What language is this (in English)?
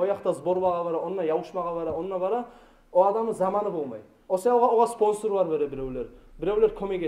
Kumyk